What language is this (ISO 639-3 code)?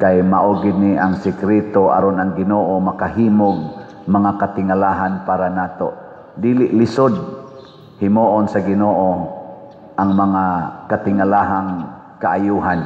ceb